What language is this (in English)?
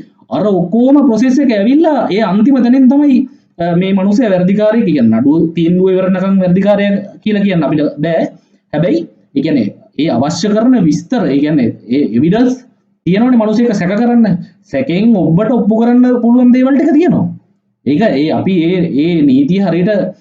Sinhala